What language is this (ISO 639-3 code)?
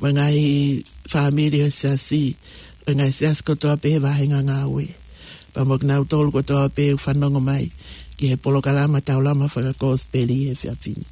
ton